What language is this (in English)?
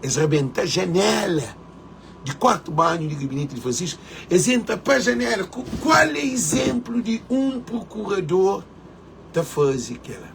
Kabuverdianu